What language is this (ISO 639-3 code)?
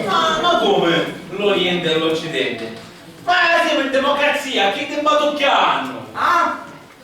scn